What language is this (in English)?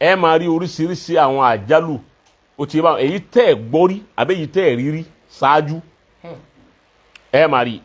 Yoruba